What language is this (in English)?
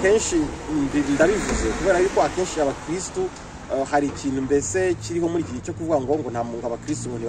Kinyarwanda